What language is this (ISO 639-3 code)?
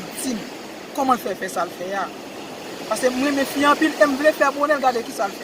hat